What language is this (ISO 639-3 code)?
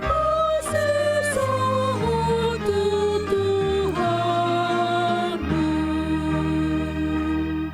bbc